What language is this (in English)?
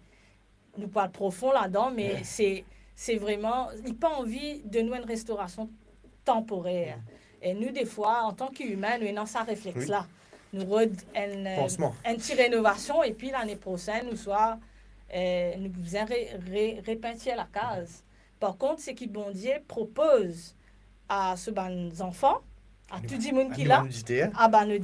Morisyen